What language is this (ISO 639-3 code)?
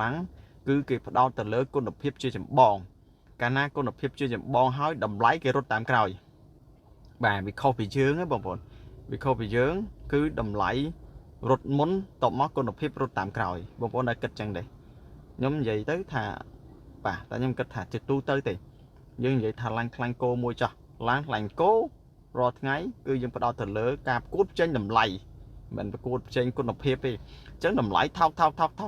khm